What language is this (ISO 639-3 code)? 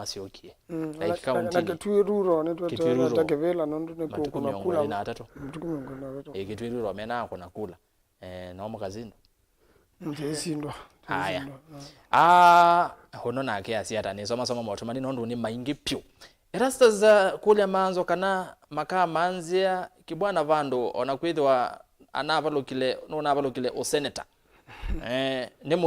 kam